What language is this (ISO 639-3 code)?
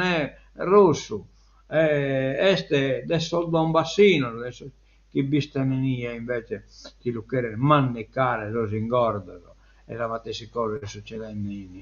srd